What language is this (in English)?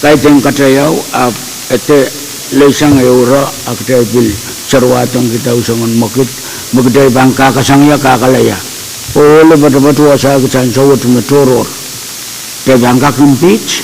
Pohnpeian